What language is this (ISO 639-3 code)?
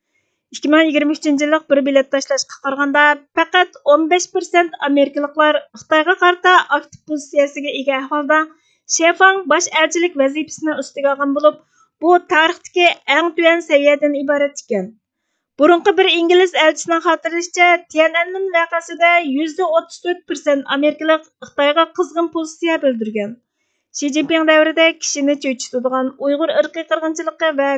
uig